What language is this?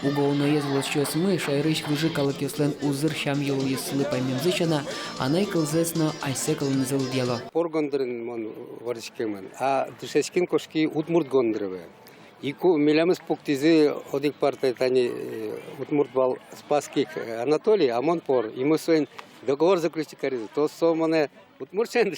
Udmurt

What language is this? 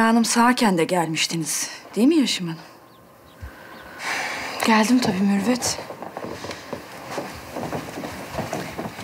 Turkish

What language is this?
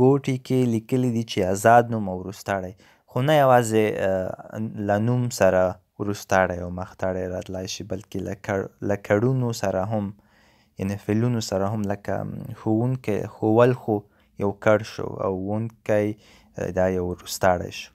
Pashto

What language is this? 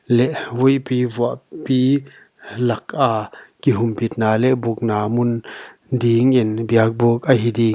Paite Chin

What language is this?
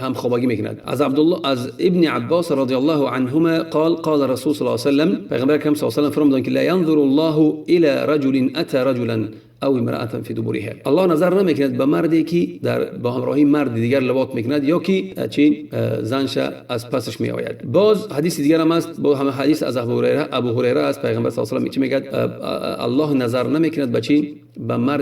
Tajik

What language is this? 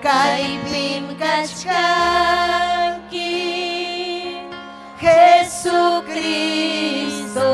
Ayacucho Quechua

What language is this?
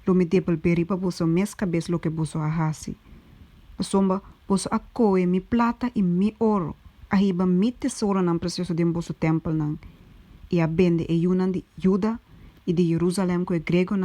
Papiamento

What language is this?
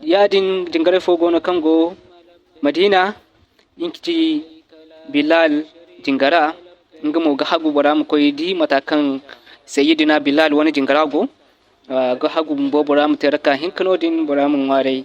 Zarma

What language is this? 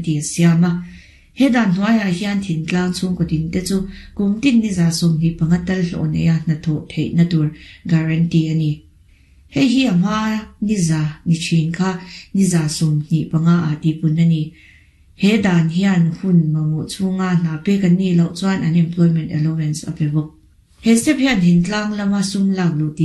Mizo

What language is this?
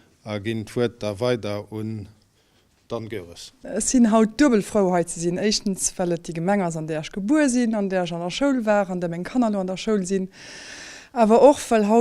Luxembourgish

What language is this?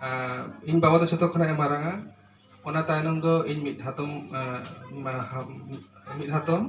Santali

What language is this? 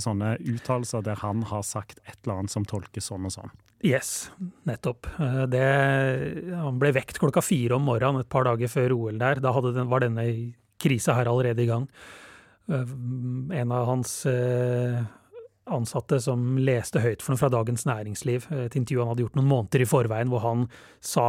Norwegian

